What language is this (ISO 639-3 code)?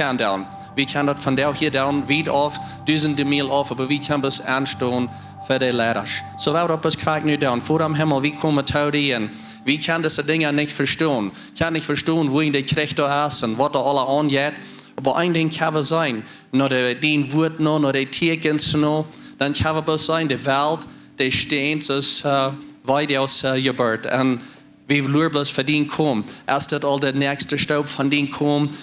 pdt